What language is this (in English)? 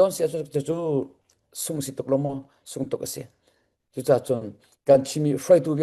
Hakha Chin